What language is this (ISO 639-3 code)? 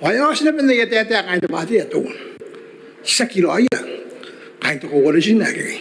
gil